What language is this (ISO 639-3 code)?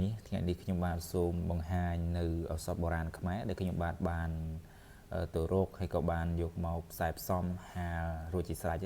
khm